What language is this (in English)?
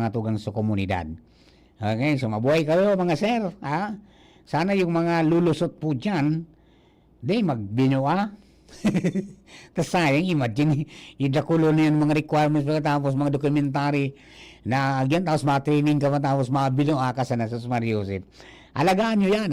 Bikol